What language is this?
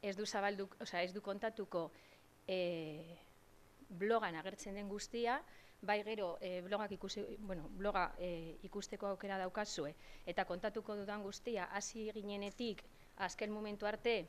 Basque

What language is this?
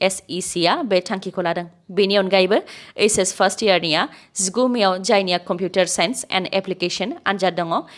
Bodo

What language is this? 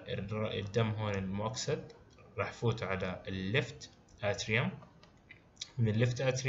South Levantine Arabic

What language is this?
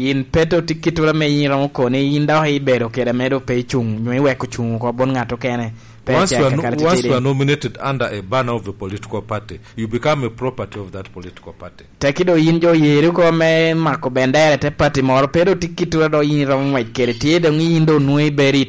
Lango (Uganda)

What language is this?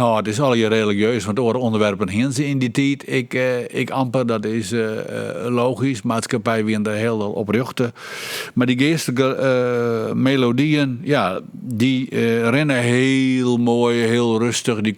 Western Frisian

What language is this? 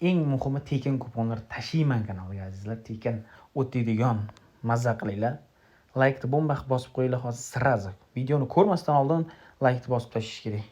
Uzbek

